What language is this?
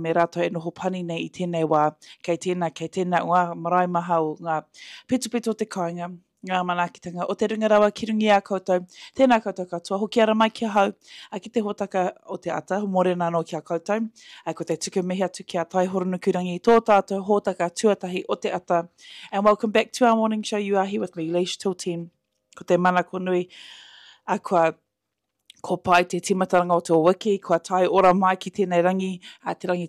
Māori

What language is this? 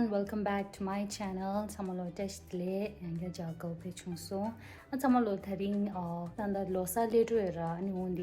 Tibetan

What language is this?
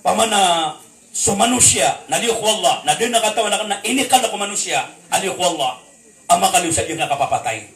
Maranao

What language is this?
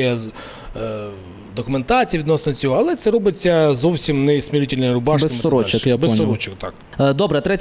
Ukrainian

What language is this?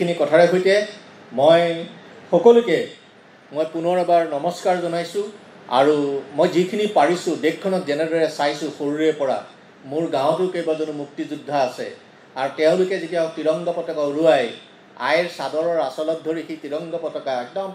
Assamese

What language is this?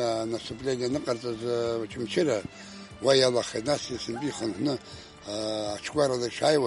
Abkhazian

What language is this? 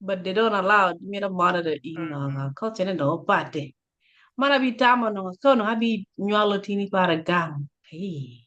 Acoli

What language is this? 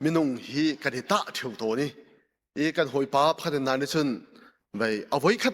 Hakha Chin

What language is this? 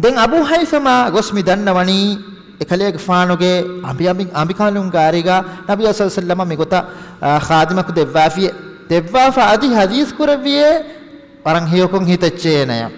Divehi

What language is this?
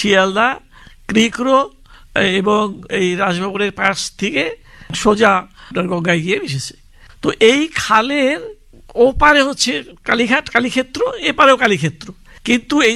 Bangla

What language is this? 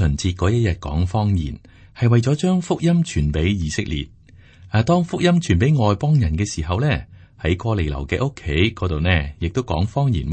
Cantonese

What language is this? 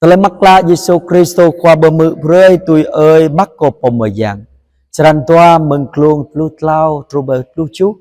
Jarai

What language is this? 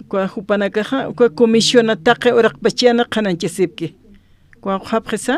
Aymara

